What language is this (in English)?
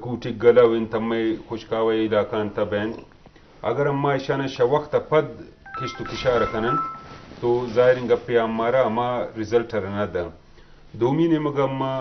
Eastern Balochi